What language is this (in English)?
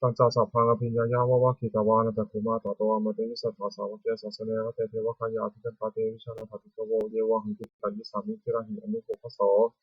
Pali